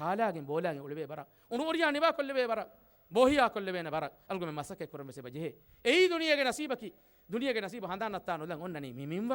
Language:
Divehi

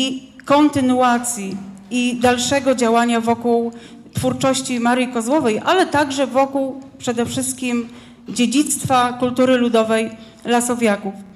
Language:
Polish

